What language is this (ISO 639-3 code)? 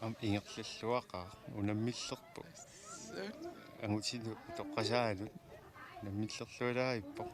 kal